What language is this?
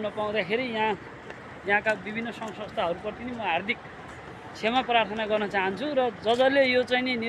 Nepali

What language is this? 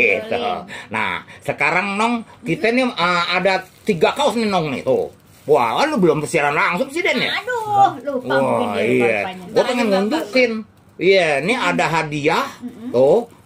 Betawi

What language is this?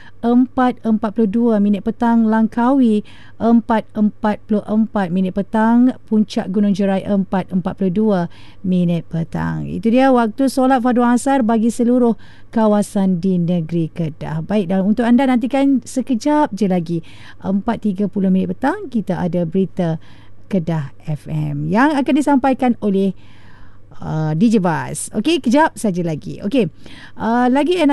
Malay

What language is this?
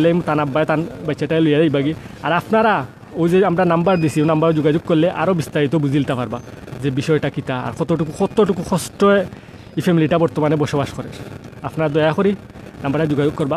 Sylheti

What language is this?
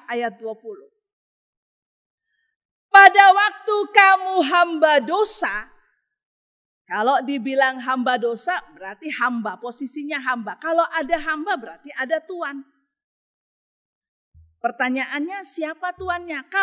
Indonesian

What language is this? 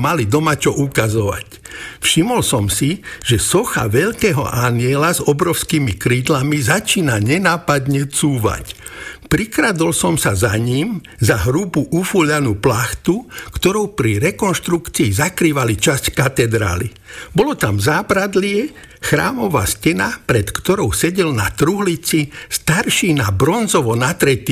Slovak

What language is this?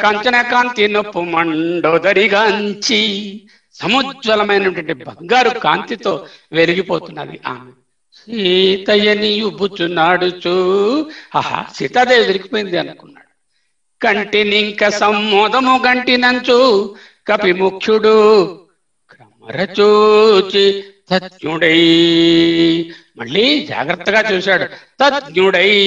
Telugu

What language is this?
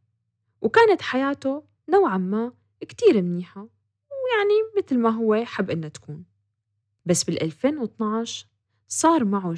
North Levantine Arabic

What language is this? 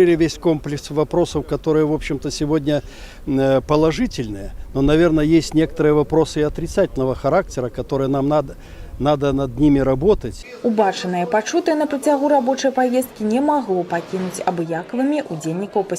Belarusian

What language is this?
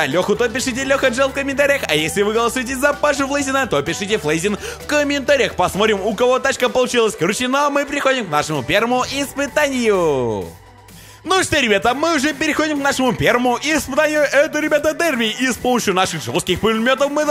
Russian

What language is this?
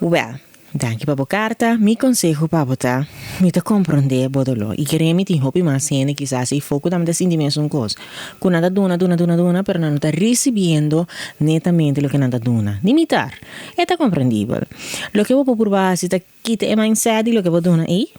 Papiamento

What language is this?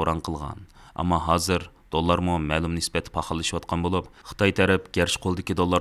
Uyghur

